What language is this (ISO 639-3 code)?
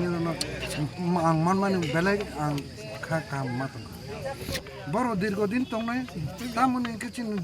trp